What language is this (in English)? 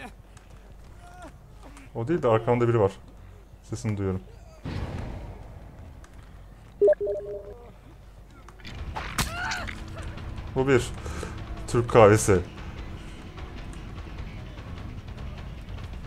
Turkish